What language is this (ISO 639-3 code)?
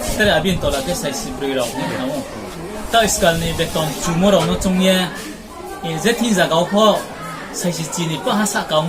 ria